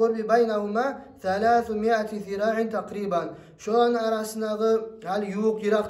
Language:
Kumyk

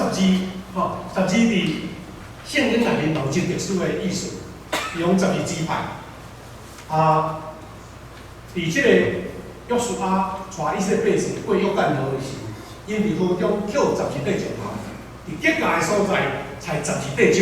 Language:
Min Nan Chinese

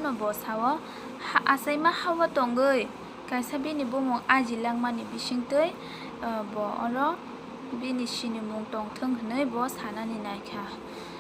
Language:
Kok Borok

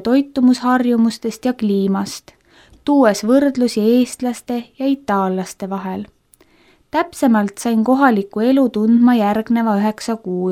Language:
Estonian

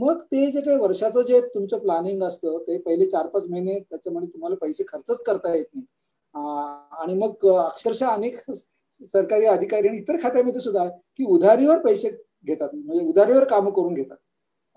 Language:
Marathi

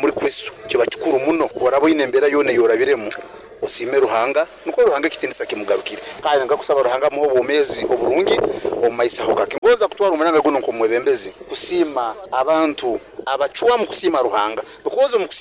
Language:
Nyoro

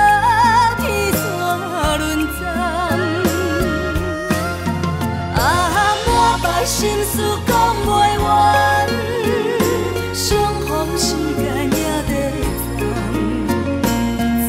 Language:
Min Nan Chinese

